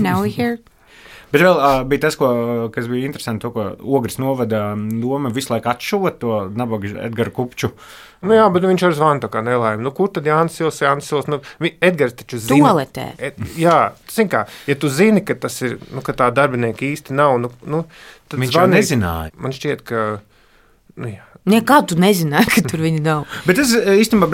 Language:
Latvian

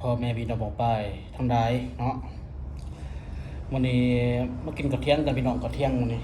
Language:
Lao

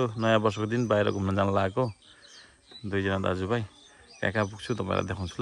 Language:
Nepali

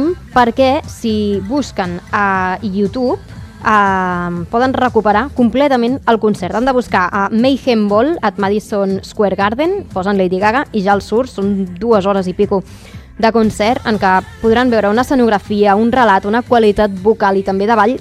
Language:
Catalan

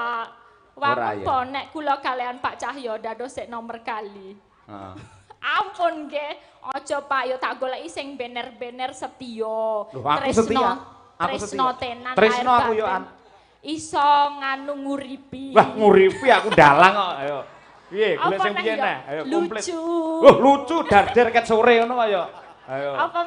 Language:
Javanese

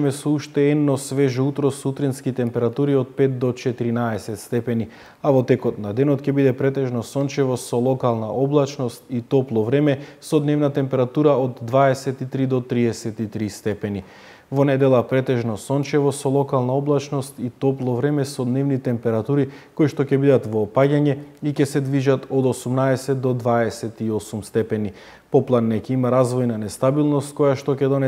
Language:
Macedonian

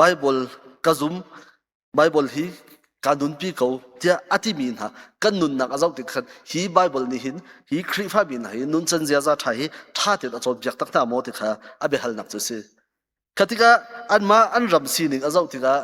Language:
Hakha Chin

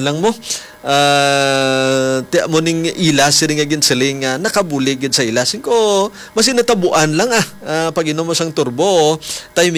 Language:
Hiligaynon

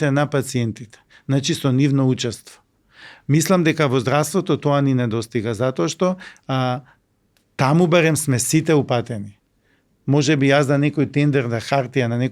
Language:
Macedonian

